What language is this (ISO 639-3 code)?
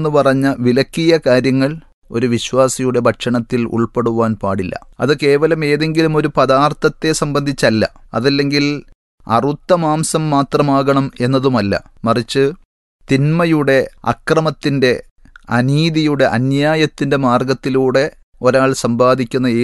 mal